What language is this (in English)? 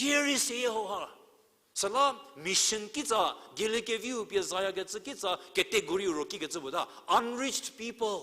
Angami Naga